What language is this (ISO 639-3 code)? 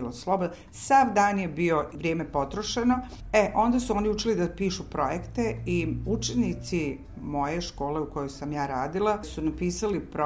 bos